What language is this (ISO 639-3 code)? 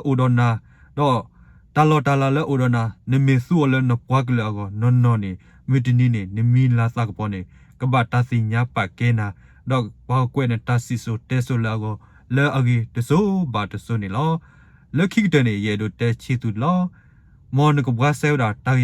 ksw